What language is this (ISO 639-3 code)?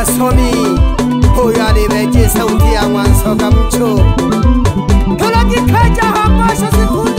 swa